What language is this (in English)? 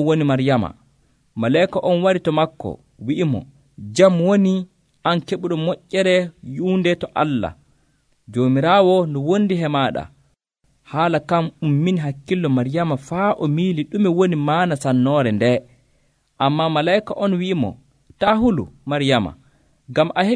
Nigerian Fulfulde